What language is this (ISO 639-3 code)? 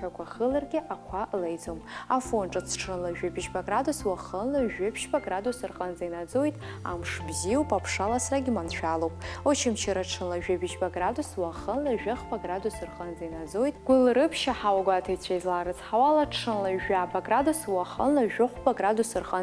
abk